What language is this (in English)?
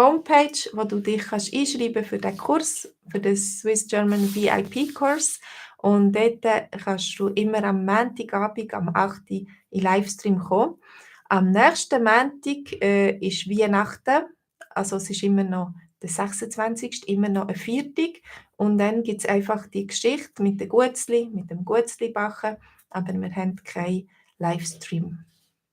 Swiss German